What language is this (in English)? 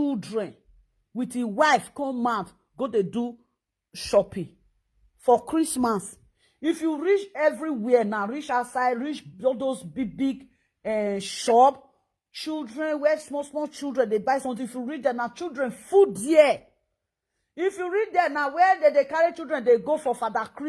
Nigerian Pidgin